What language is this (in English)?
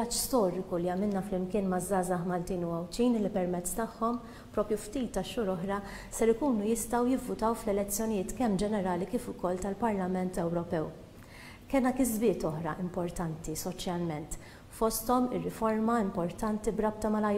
Maltese